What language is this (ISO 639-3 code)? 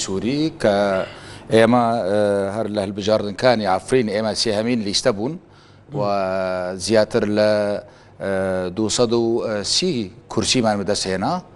kur